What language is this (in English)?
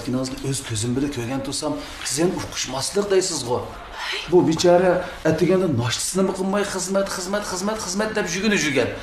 Uyghur